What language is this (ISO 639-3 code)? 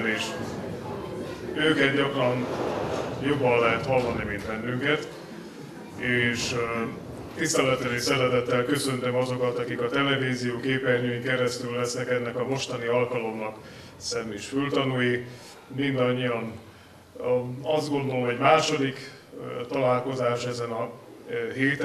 hun